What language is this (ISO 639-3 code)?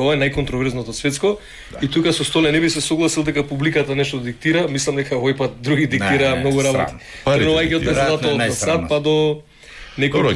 mkd